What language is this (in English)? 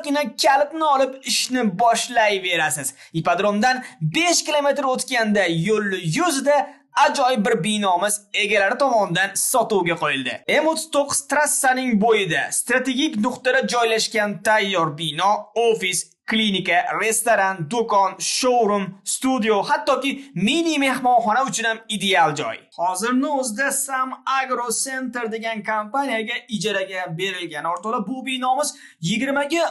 Uzbek